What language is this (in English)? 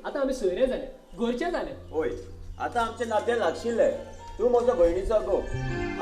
Konkani